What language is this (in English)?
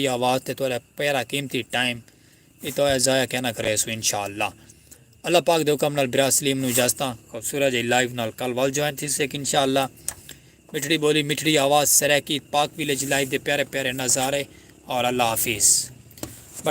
Saraiki